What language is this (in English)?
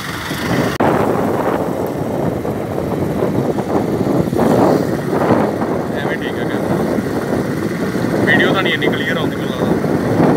Punjabi